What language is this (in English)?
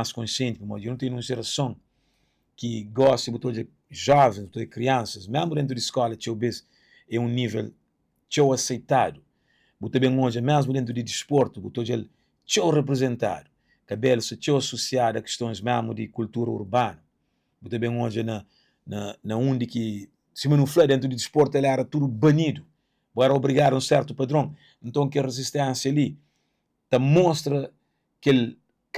Kabuverdianu